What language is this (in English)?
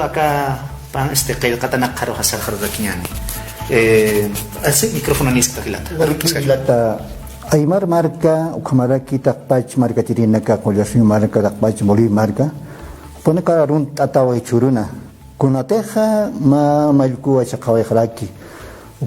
Aymara